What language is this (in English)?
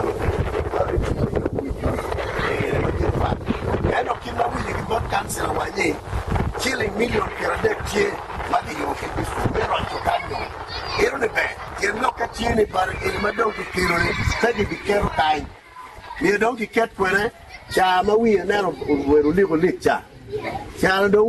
Acoli